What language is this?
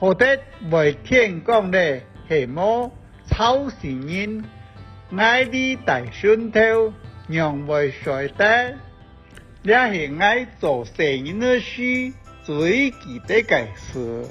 Hakka Chinese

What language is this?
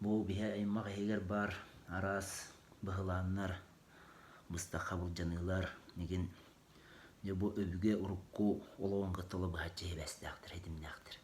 Yakut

